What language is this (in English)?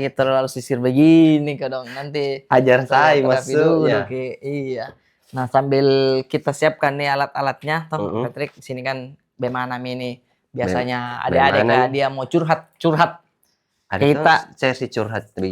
Makassar Malay